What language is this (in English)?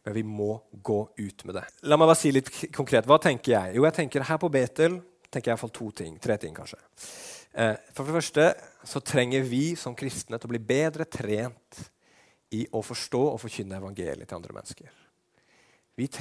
Norwegian